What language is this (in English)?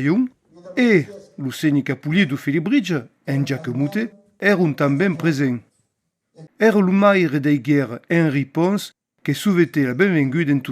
Occitan